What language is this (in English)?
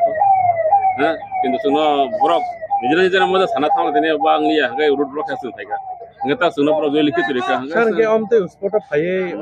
Kok Borok